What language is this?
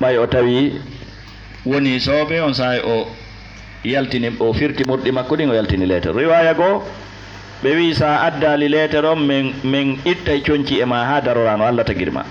Fula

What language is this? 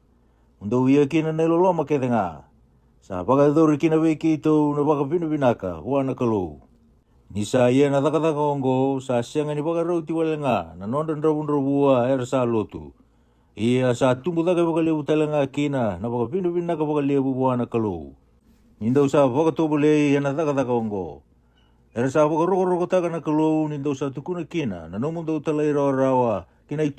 Fijian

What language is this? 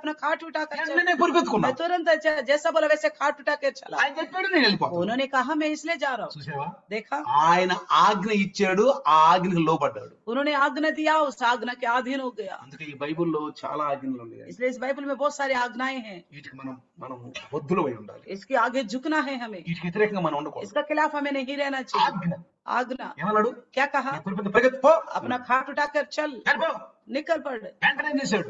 Telugu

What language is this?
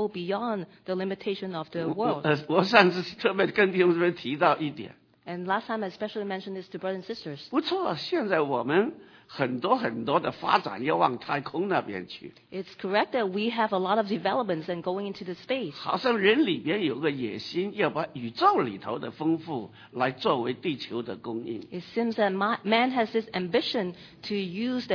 Chinese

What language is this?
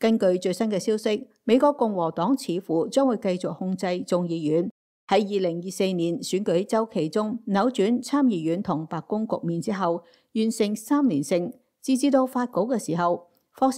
Cantonese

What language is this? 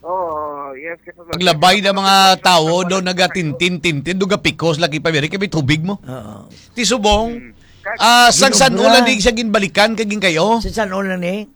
Hiligaynon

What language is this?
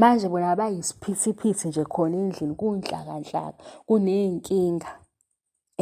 Zulu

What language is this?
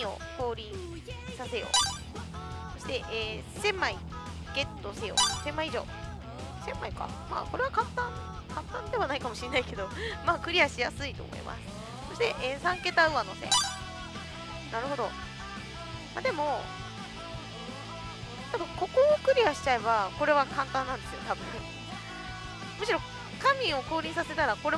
Japanese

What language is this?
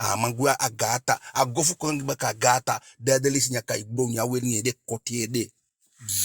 Eastern Maroon Creole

